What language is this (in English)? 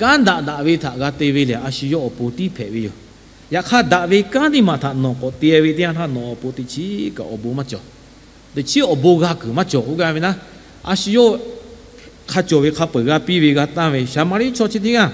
Lahu